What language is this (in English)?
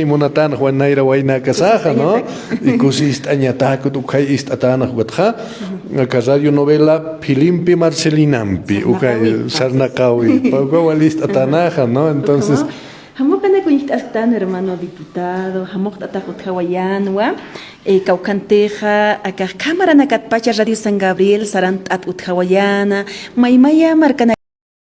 Aymara